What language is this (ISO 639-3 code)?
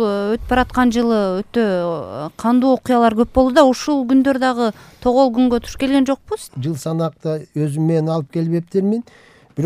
kir